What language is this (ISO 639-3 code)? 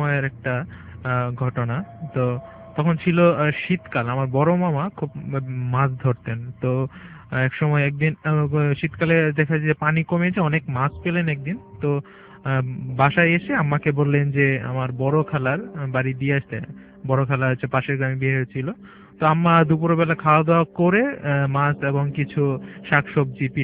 ben